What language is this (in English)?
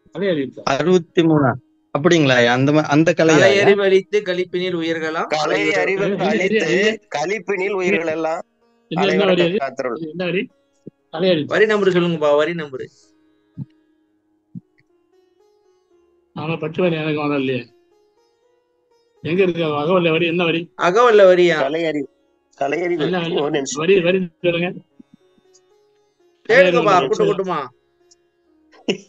Tamil